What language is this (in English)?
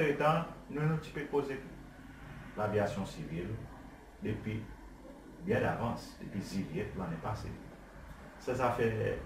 Seselwa Creole French